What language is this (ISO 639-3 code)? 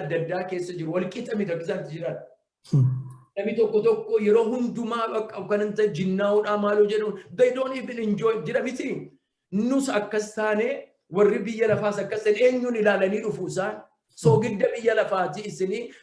orm